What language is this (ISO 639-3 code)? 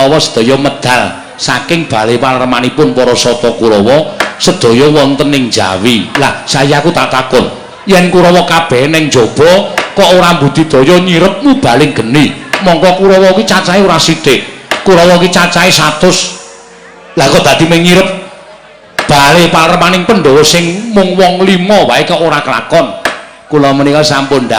jav